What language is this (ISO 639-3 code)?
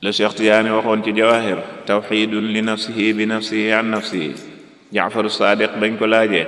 wol